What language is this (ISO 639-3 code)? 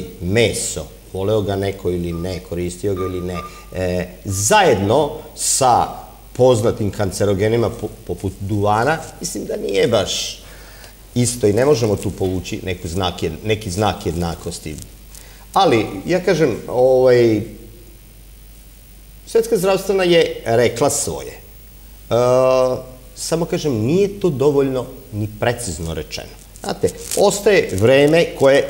srp